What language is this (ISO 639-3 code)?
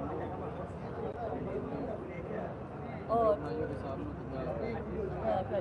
msa